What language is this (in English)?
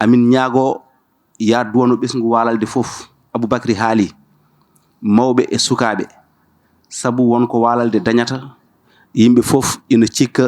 Fula